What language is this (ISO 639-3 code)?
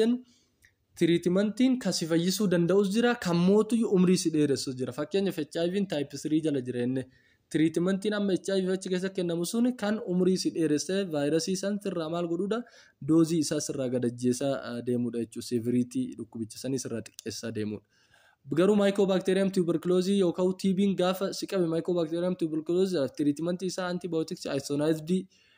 orm